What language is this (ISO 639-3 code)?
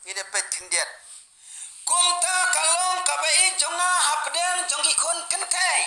kha